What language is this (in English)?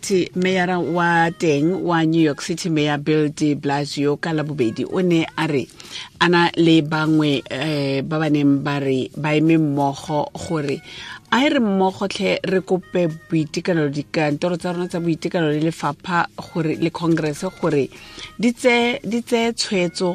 Tswana